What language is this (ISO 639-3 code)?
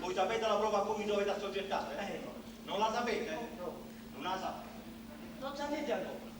nap